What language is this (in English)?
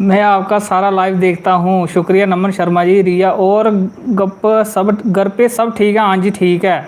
Dogri